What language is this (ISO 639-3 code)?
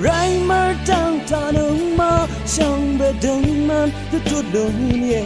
raw